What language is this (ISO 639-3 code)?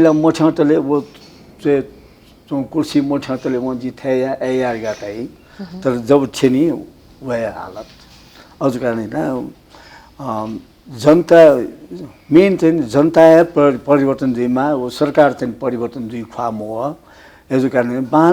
new